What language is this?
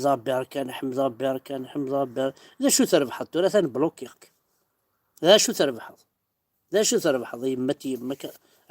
Kabyle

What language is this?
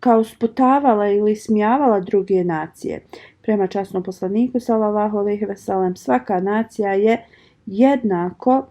Bosnian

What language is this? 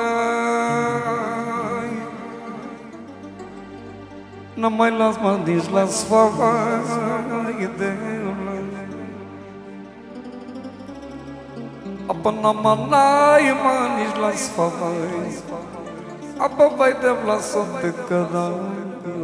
Romanian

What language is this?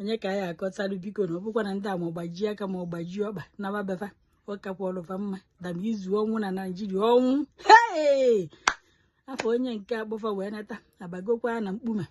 Igbo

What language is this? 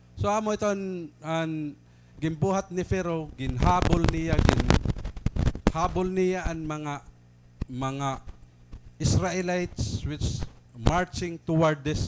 Waray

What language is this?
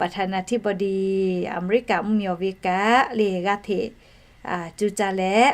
Lahu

